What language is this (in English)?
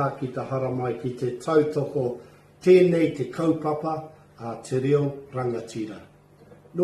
Māori